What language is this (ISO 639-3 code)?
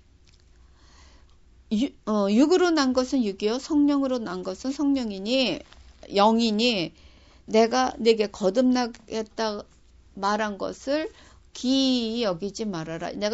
kor